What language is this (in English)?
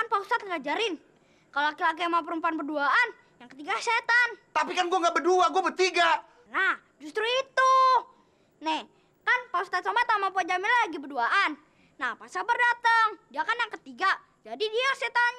Betawi